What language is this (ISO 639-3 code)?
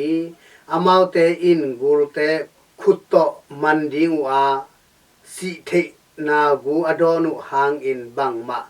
ctd